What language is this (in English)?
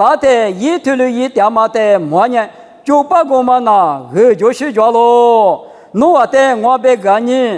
Lisu